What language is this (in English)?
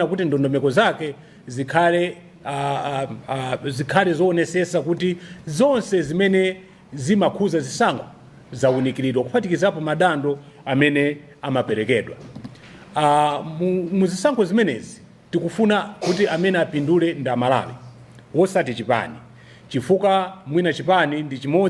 Nyanja